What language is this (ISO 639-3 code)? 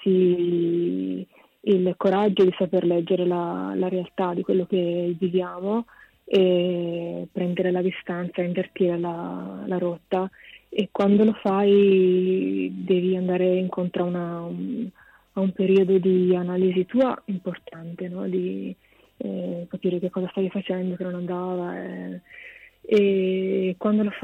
ita